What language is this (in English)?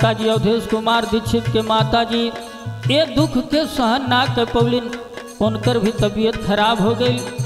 Bhojpuri